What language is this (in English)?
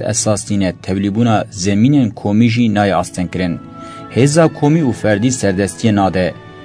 Kurdish